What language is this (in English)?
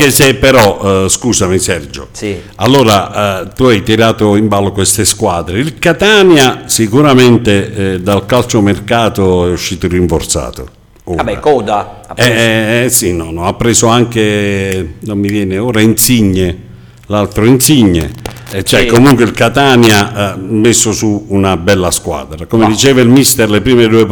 Italian